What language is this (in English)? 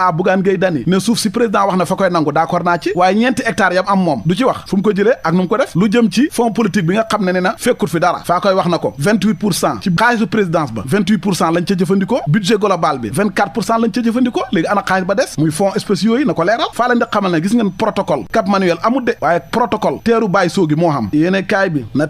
Wolof